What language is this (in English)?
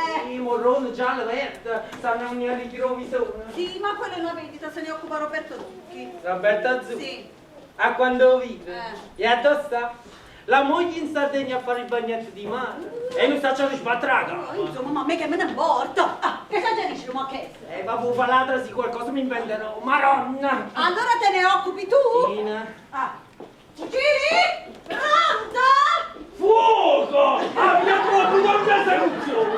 Neapolitan